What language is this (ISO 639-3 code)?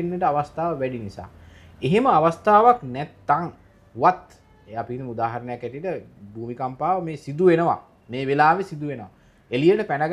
sin